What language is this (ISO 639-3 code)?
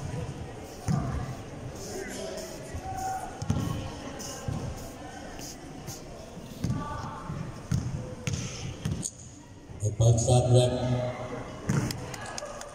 fil